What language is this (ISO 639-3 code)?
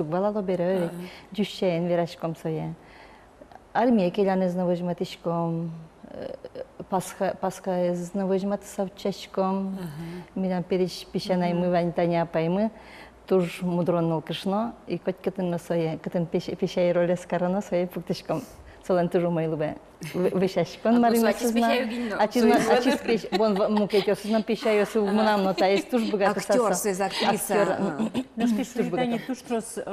udm